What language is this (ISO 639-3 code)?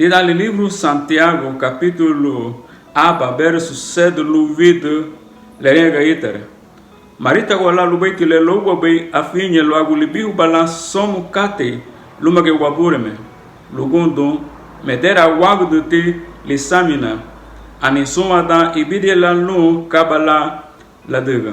cab